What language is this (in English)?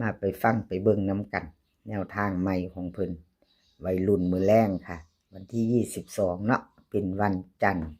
Northeastern Thai